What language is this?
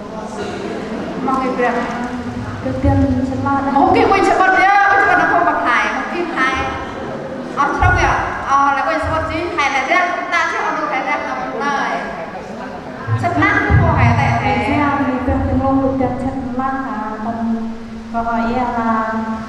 Central Mnong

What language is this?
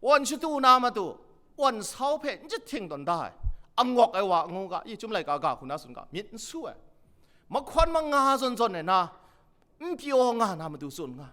Kachin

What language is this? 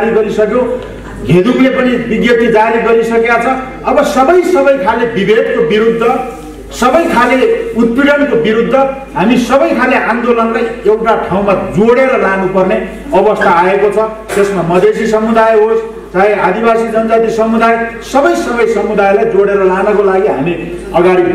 Nepali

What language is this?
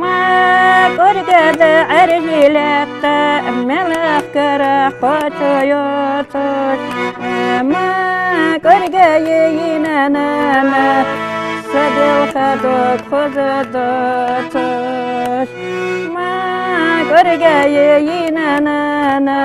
Ingush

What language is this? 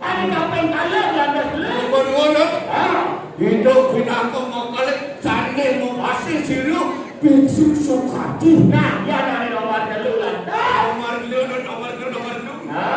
Balinese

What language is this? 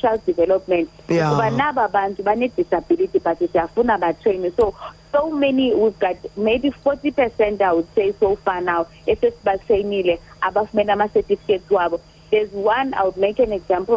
Xhosa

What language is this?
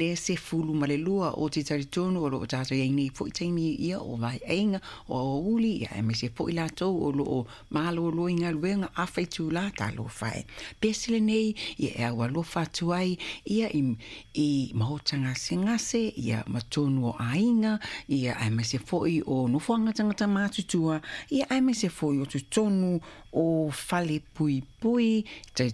Samoan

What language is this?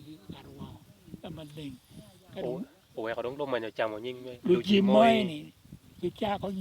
Acoli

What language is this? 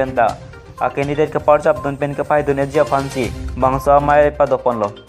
Karbi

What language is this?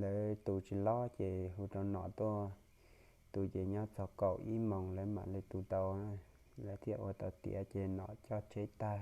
Hmong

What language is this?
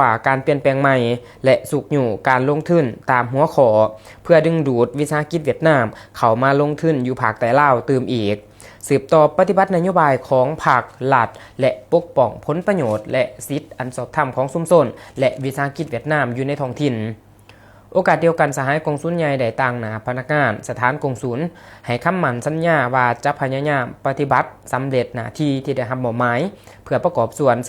Lao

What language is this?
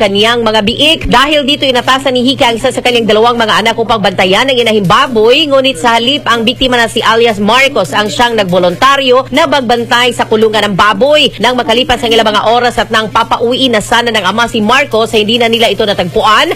Filipino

